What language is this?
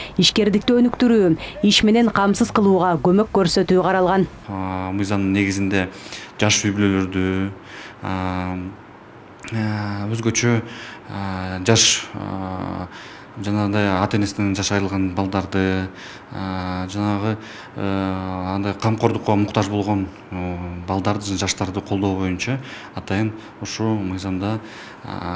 Kyrgyz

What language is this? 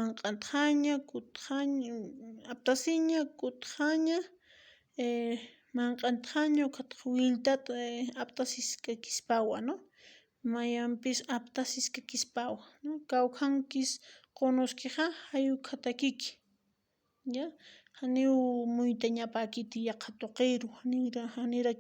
Aymara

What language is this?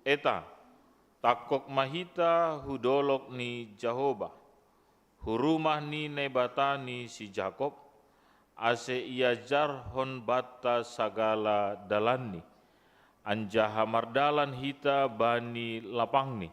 Batak Simalungun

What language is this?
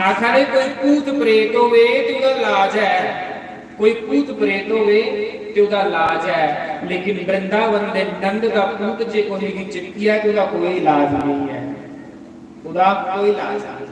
Dogri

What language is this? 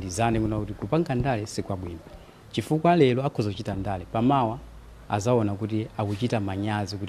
Nyanja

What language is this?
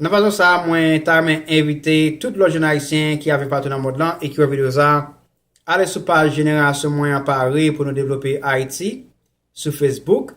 Haitian Creole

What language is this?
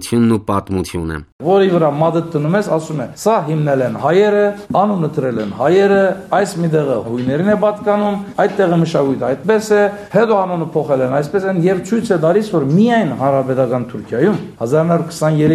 Armenian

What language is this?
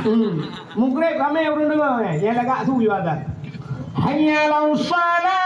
Achinese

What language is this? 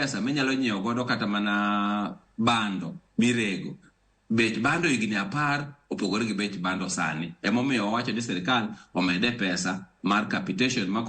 Luo (Kenya and Tanzania)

